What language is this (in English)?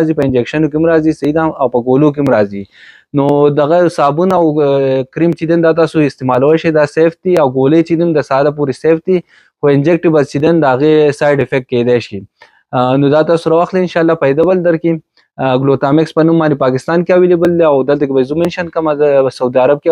Pashto